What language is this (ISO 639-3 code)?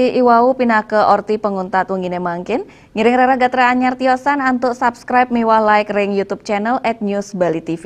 ban